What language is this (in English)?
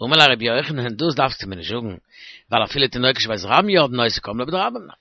Yiddish